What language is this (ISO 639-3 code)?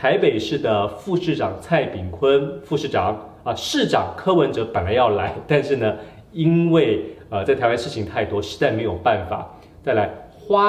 zho